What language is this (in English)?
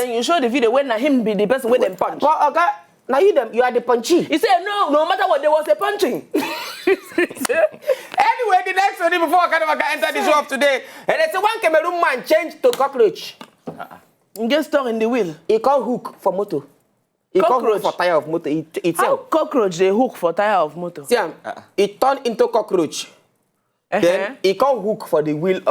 Nigerian Pidgin